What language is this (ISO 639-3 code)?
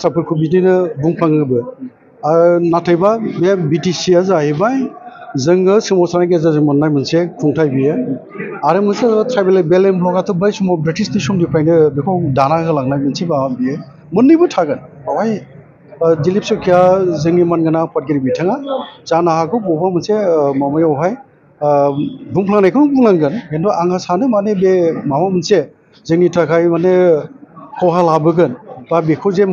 brx